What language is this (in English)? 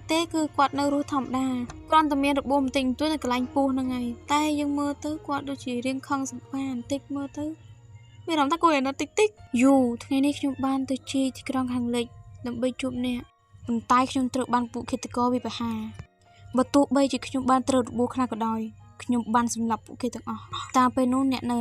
Khmer